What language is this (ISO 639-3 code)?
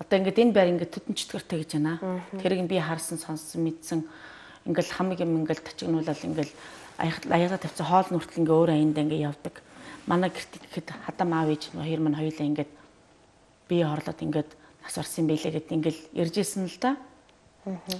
mon